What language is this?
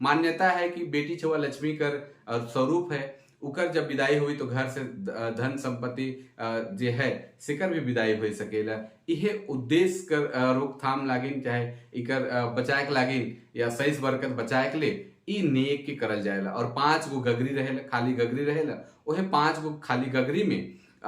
Sadri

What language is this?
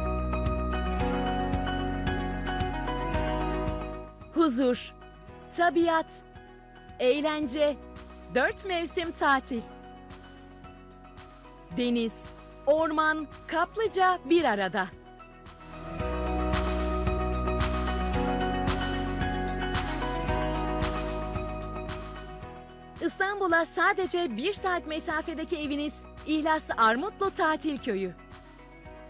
Turkish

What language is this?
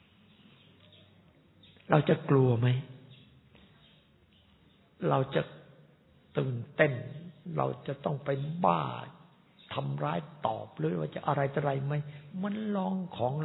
Thai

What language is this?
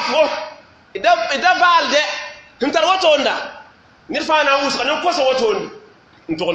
Mossi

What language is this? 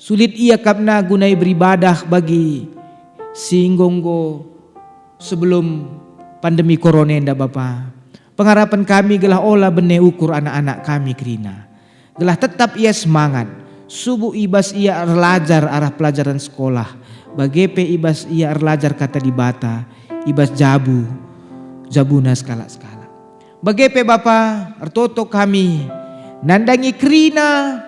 Batak Karo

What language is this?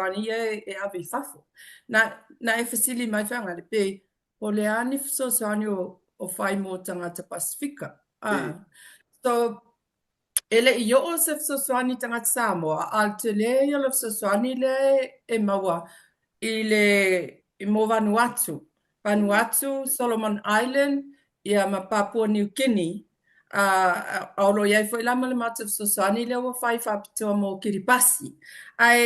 Samoan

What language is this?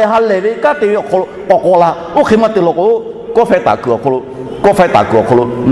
Lahu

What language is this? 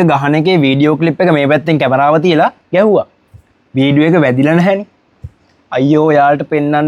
Sinhala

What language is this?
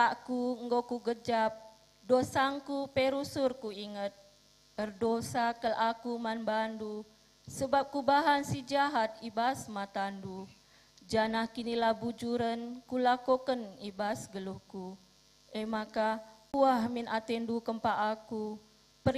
Batak Karo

